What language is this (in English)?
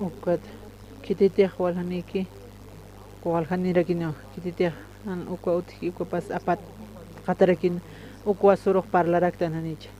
Aymara